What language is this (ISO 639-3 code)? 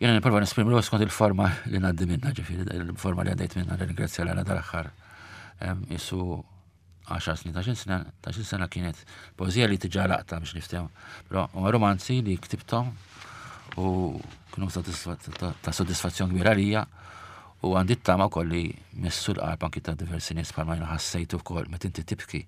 mlt